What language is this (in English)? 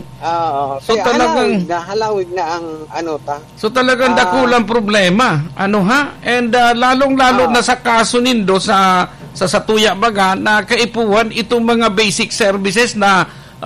Bikol